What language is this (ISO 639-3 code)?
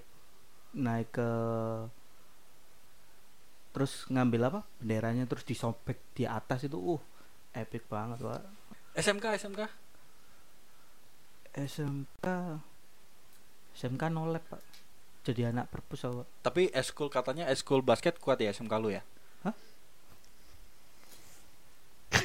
ind